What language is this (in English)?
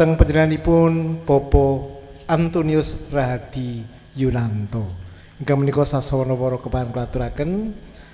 Javanese